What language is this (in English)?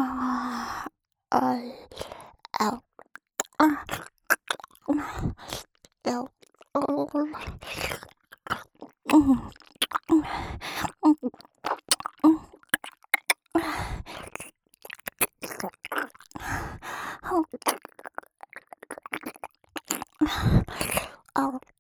Japanese